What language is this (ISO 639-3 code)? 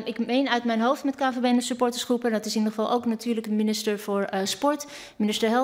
nld